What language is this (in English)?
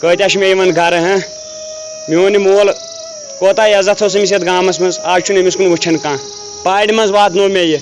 Kashmiri